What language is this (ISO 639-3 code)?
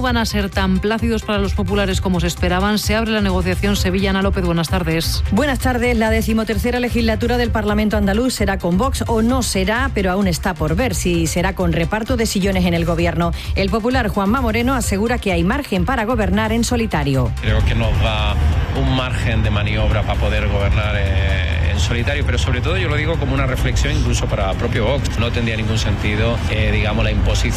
spa